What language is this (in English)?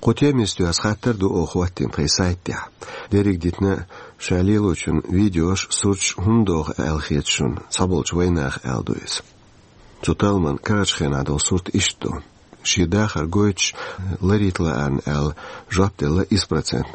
Chechen